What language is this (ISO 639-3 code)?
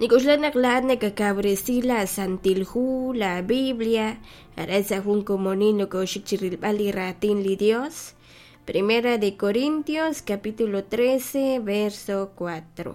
kek